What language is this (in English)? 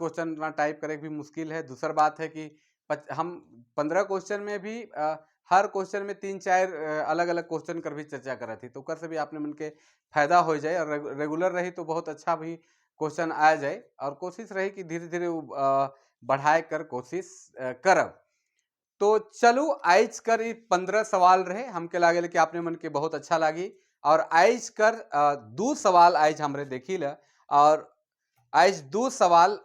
Sadri